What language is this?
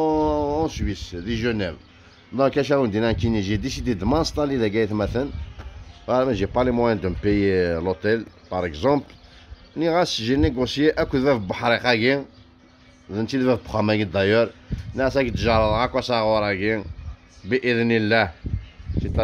Kabyle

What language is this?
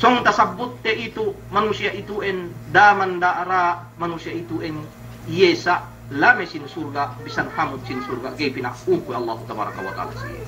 Yakan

